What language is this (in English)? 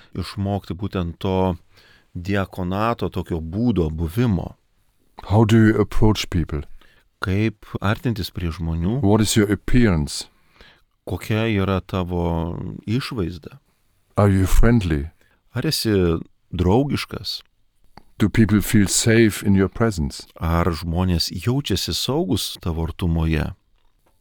Lithuanian